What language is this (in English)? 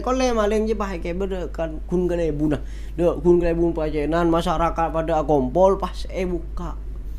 Madurese